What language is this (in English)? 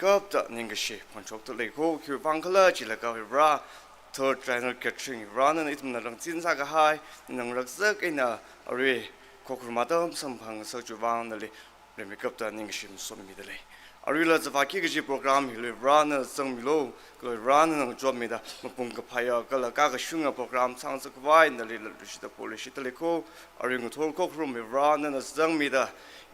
Tangkhul Naga (India)